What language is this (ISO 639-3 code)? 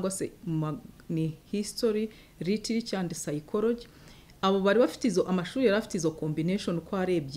kin